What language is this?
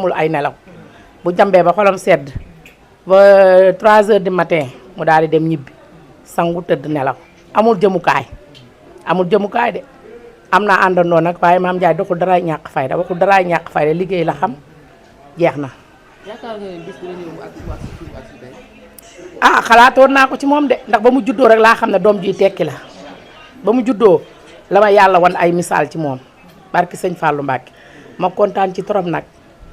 Wolof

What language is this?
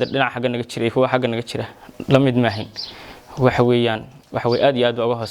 Somali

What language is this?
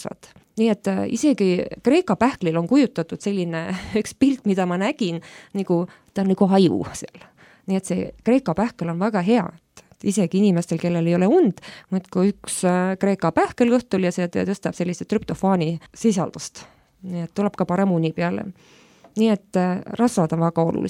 Estonian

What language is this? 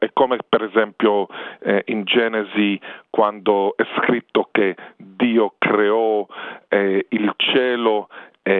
Italian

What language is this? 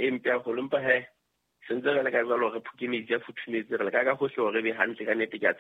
Southern Sotho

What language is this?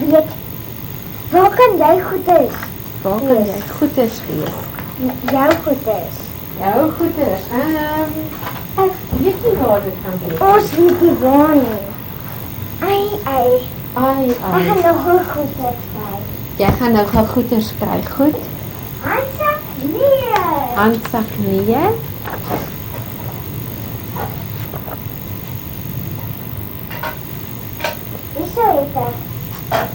Afrikaans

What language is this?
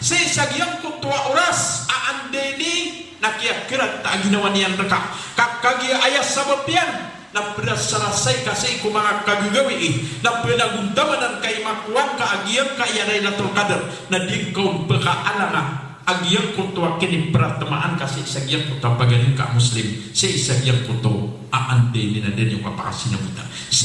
Maranao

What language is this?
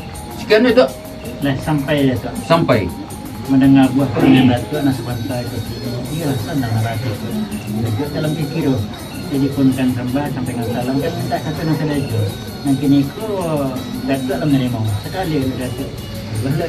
Minangkabau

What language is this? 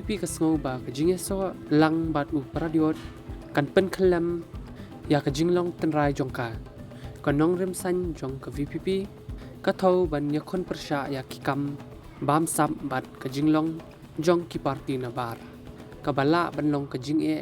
Khasi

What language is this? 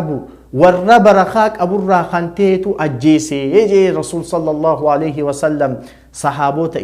Oromo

